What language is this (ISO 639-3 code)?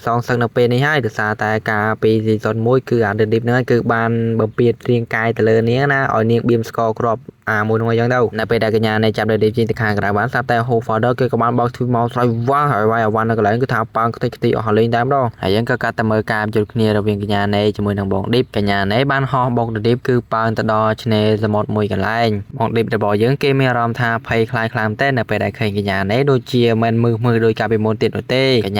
khm